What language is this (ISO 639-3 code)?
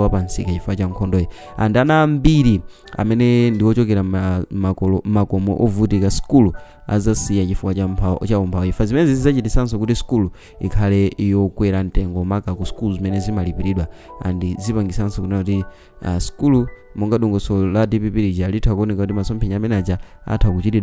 nya